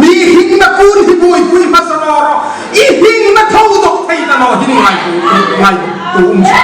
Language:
Hmar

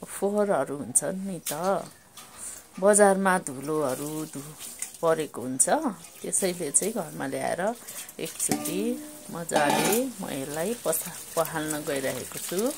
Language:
Nepali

